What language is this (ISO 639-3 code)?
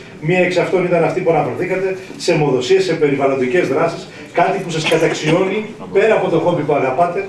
ell